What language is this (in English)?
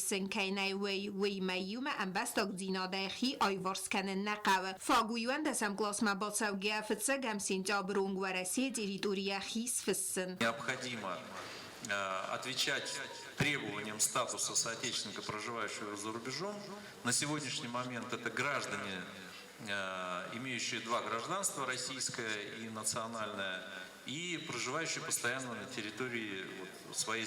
Ossetic